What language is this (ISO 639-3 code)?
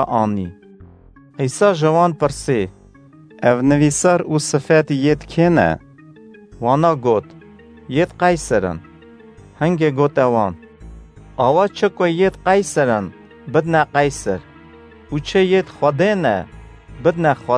kur